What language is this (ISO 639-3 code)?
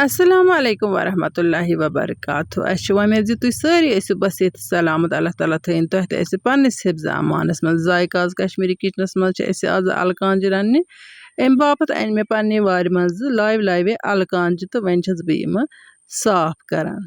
kas